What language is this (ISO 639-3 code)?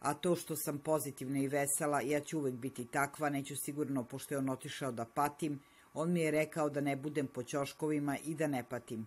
hrv